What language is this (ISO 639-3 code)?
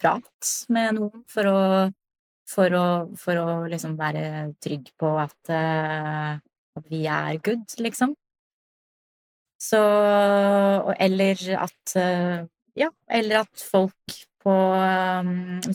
nor